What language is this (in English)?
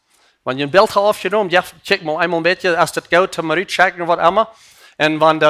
Plautdietsch